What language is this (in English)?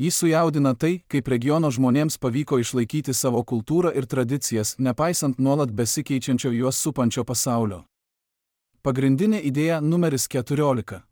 Lithuanian